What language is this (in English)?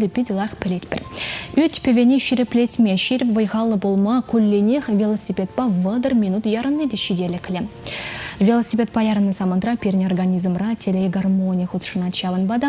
Chuvash